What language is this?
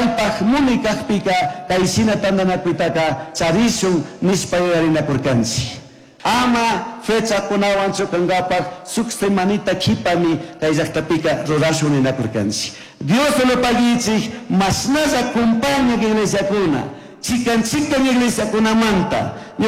Chimborazo Highland Quichua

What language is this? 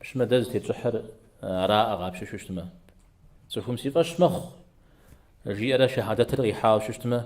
Kabardian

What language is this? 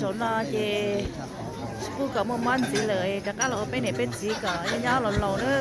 Hmong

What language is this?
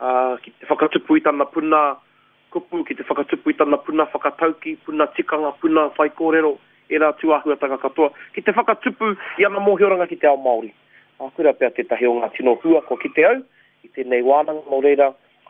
Māori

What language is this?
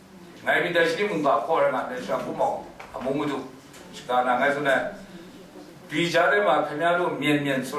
Kachin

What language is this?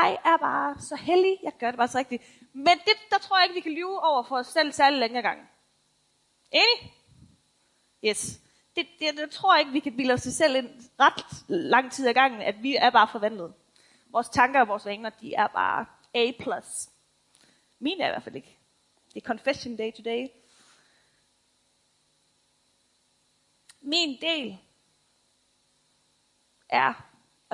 Danish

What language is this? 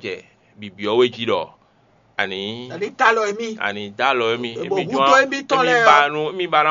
Fon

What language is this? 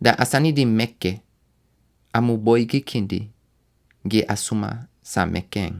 Sranan Tongo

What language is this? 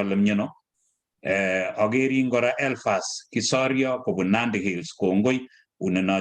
Kalenjin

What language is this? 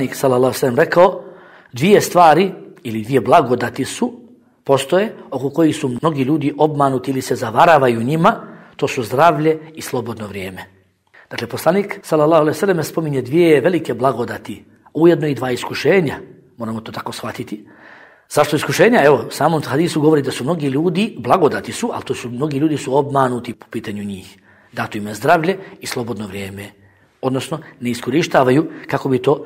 Bosnian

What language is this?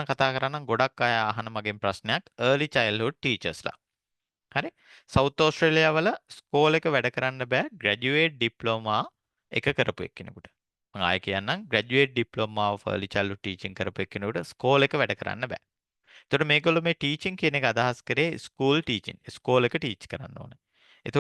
Sinhala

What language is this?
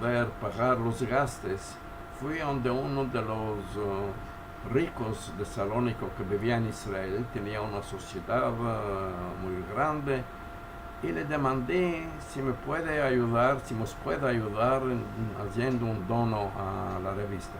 Ladino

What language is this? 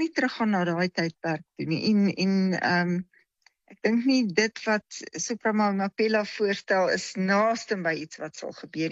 Afrikaans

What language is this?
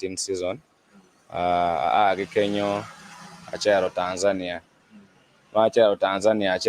Acoli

